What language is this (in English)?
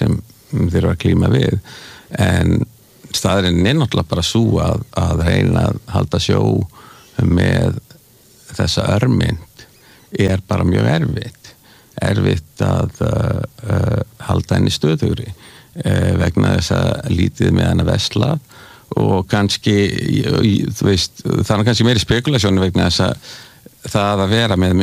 Icelandic